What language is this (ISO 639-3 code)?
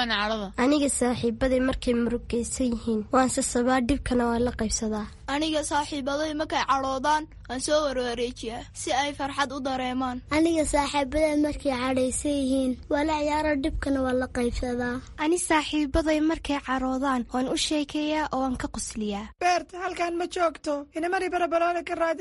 som